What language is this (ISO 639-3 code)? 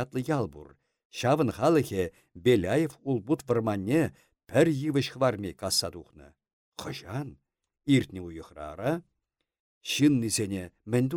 chv